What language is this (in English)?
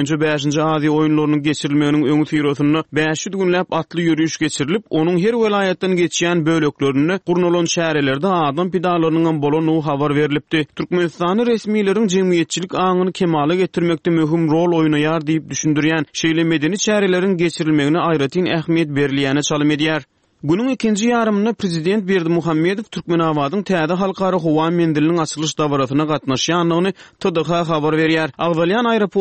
Turkmen